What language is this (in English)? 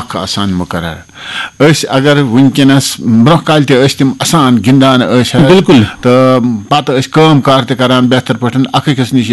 Kashmiri